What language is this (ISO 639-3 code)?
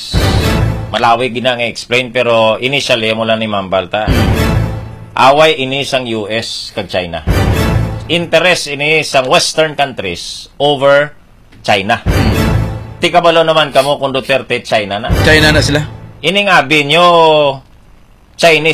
hil